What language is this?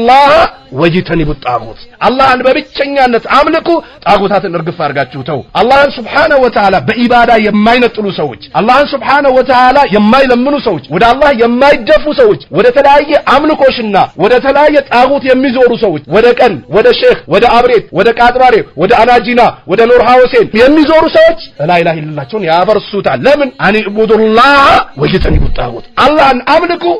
Amharic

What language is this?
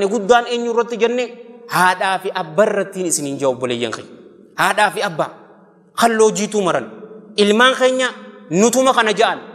Oromo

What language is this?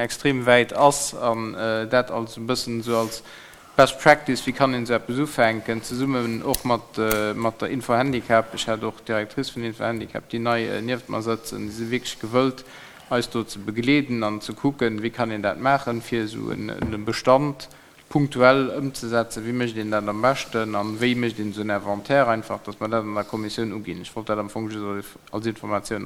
Luxembourgish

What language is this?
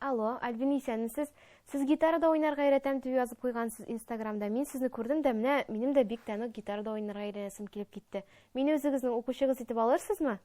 Tatar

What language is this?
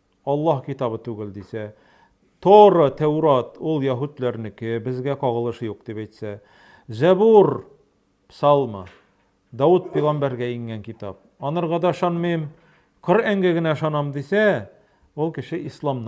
Tatar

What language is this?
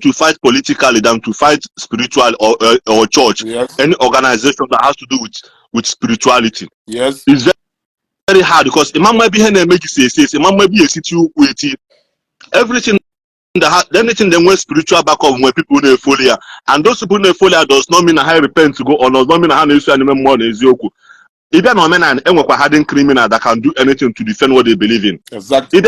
Igbo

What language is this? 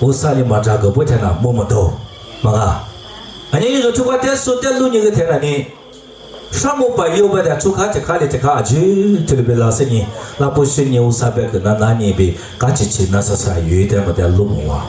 Lisu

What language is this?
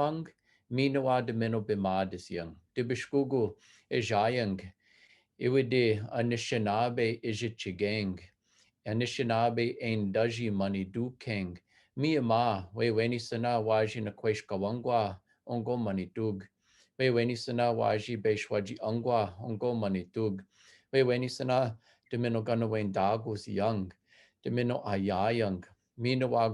Chippewa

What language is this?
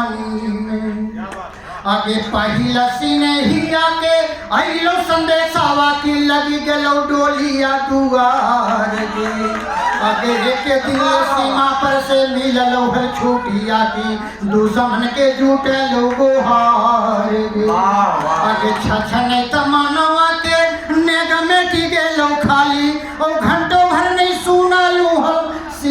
Magahi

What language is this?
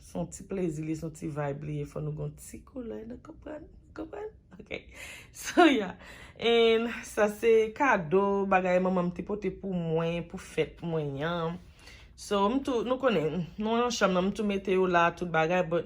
Haitian Creole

